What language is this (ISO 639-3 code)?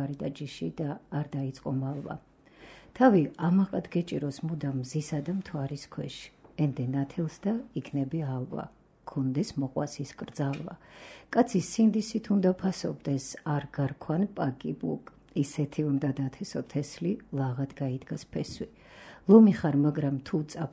kat